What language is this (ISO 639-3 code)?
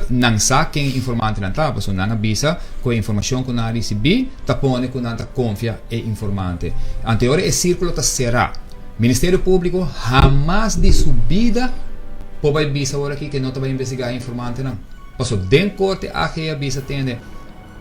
pap